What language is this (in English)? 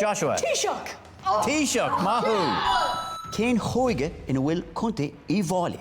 Irish